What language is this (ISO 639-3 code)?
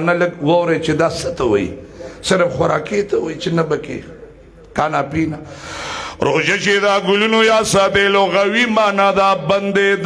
pus